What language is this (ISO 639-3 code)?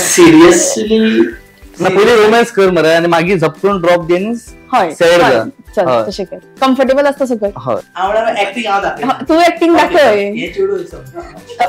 kok